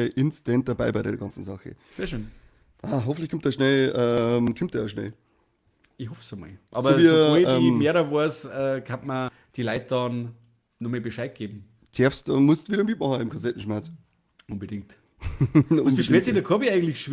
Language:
Bavarian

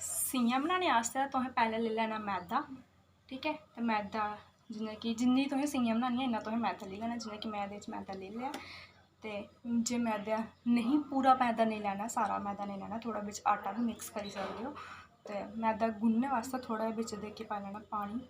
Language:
Dogri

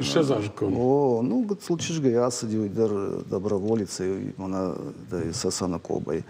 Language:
Ossetic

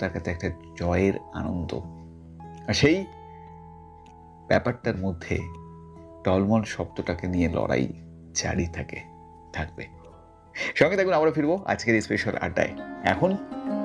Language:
Bangla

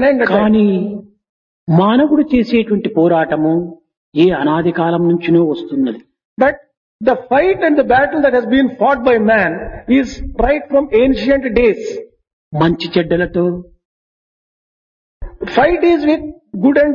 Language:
Telugu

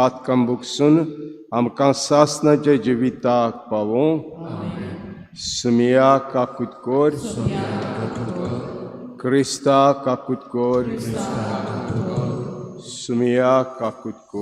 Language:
Konkani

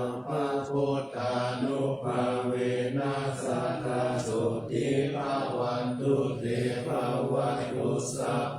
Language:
Pali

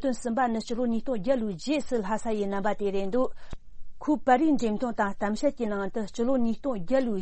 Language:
Tibetan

